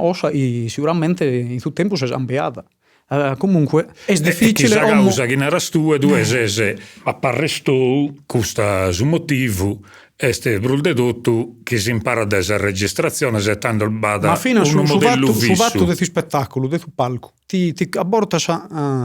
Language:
Sardinian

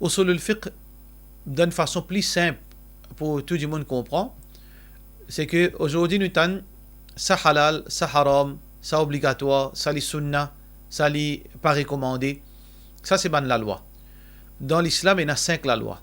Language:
Morisyen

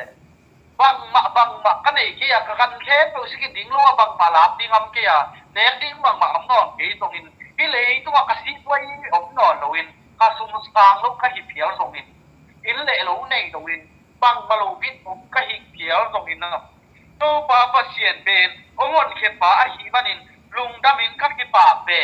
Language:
Tedim Chin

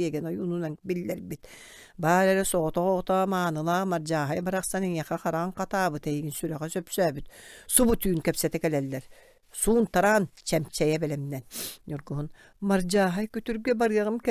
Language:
Yakut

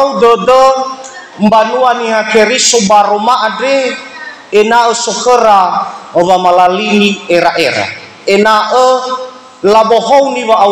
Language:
Nias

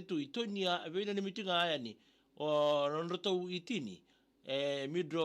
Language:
Fijian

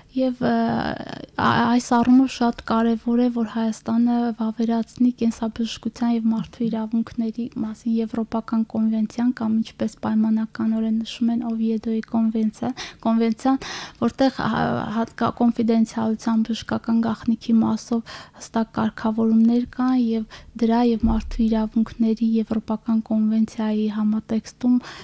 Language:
Armenian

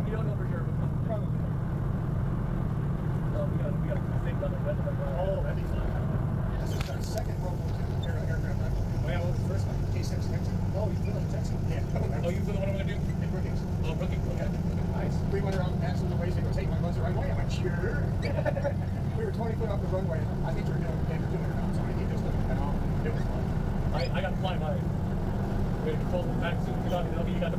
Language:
English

